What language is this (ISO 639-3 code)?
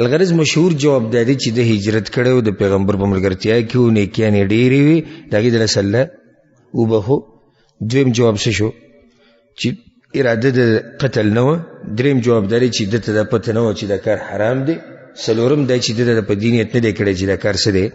pus